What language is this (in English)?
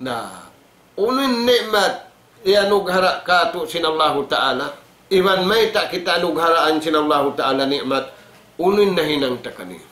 Tausug